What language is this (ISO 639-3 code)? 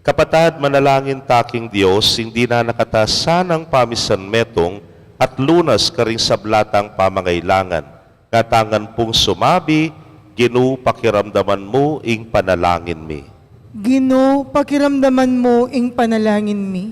pam